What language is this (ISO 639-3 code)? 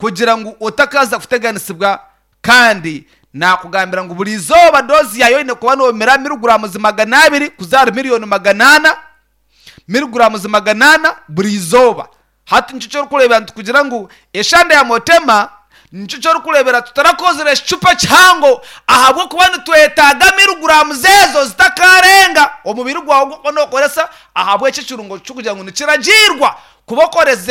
nyn